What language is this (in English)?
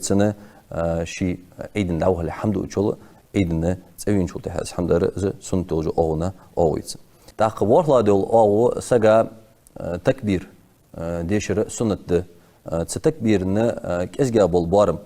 Ingush